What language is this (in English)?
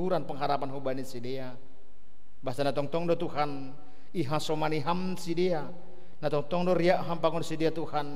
Batak Simalungun